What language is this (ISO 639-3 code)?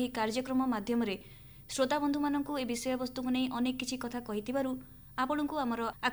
ori